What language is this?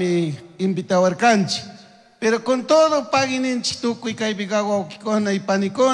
Chimborazo Highland Quichua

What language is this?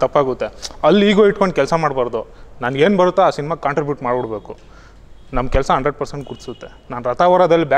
Kannada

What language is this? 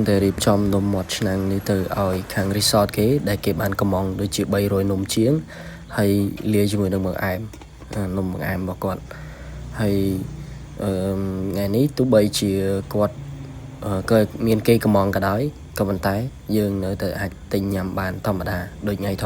Khmer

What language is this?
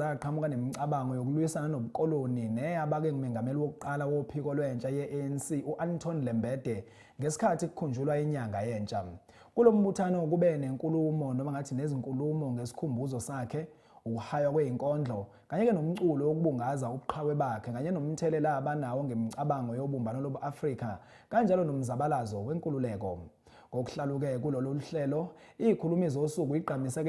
Zulu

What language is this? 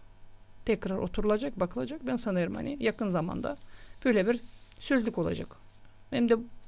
Gagauz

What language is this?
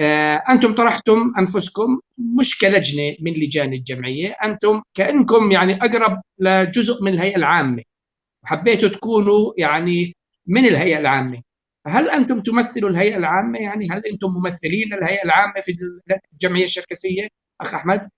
North Levantine Arabic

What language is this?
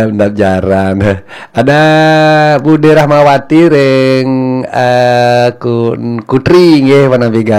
Balinese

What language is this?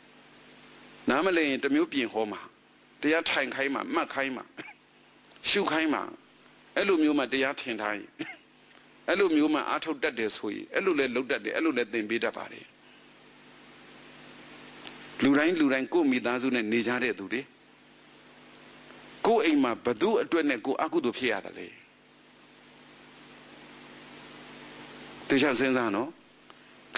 Burmese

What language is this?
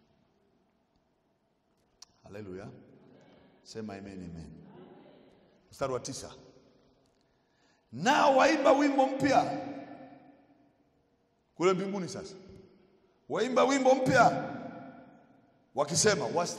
Swahili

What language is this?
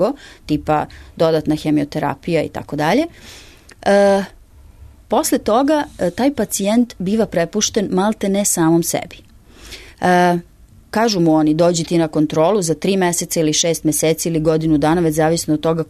Serbian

